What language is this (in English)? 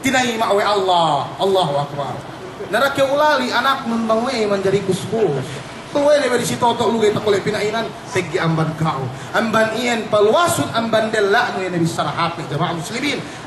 Yakan